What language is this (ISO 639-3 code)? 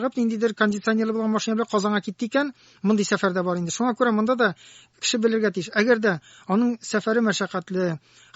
tat